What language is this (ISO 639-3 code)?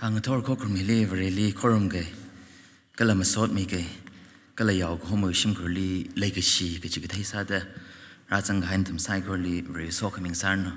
nmf